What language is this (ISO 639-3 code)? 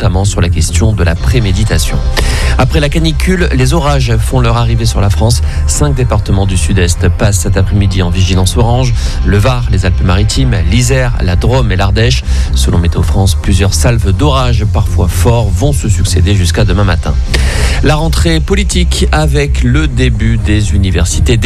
fra